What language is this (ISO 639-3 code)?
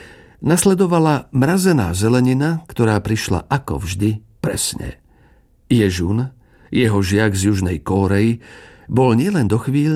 slk